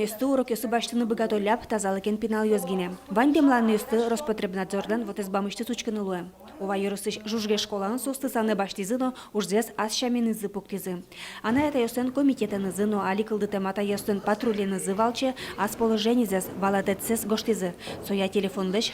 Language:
Udmurt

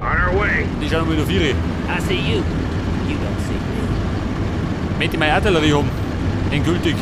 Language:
Bavarian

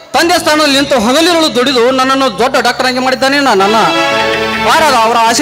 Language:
Kannada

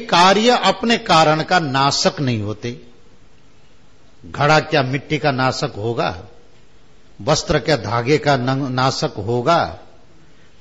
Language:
Hindi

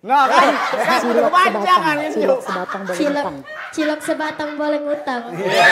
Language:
Musi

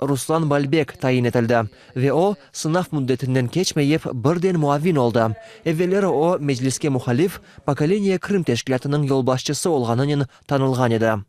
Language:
Crimean Tatar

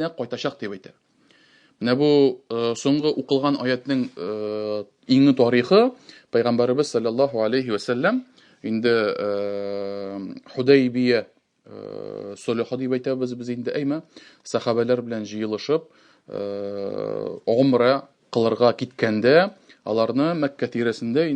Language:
Tatar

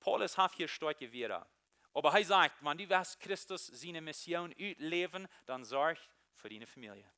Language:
Plautdietsch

